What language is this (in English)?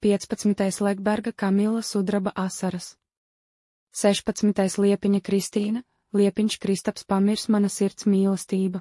Latvian